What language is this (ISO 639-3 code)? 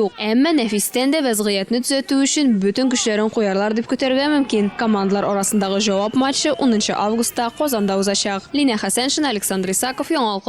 tat